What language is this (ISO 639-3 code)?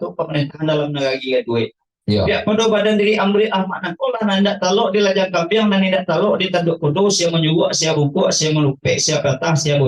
min